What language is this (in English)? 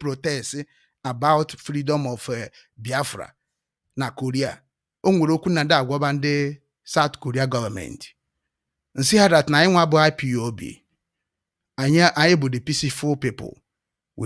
Igbo